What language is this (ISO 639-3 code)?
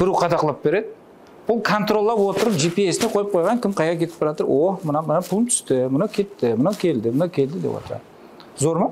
kaa